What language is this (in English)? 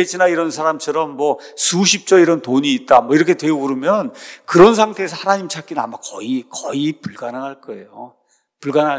Korean